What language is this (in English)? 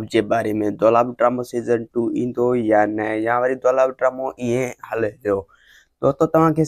Sindhi